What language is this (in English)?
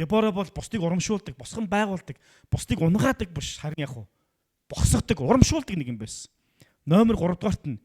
Mongolian